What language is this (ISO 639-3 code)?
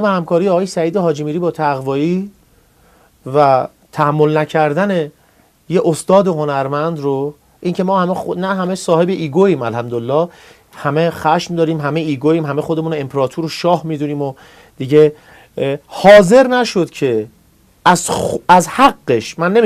fas